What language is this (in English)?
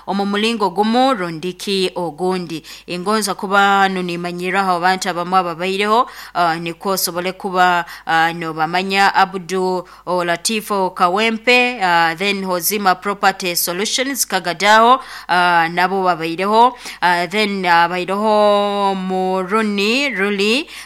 Nyoro